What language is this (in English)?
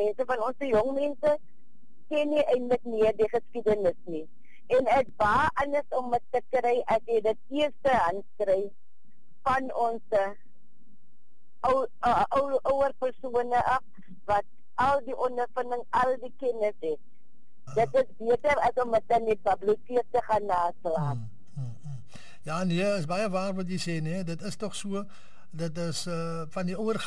Afrikaans